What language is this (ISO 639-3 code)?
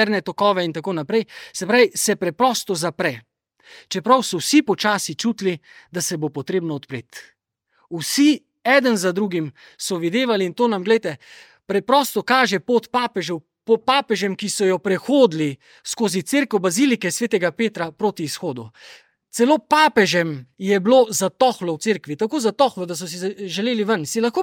slv